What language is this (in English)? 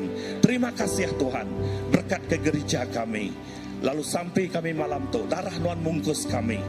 Iban